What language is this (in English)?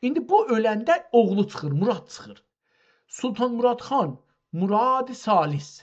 South Azerbaijani